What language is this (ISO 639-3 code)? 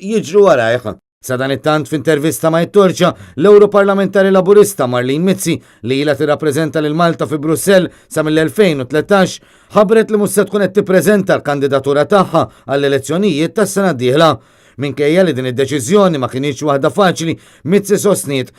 mlt